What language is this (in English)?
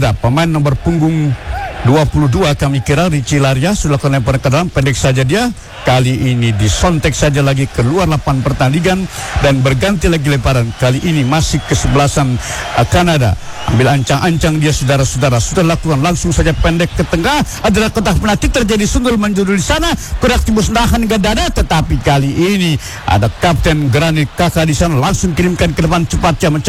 Indonesian